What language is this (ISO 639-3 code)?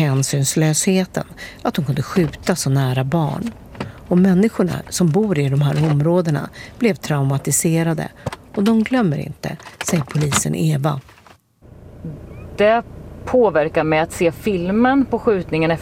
swe